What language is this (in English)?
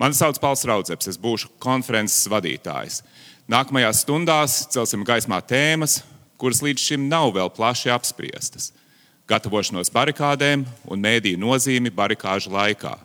Latvian